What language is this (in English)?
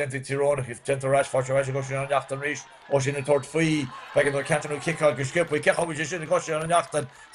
Irish